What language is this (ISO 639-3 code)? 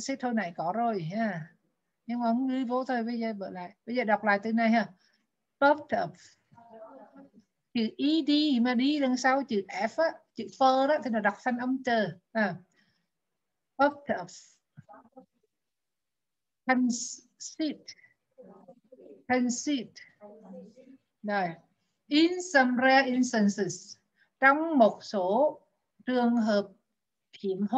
vie